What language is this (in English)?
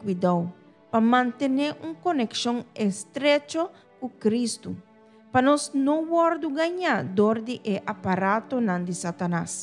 Papiamento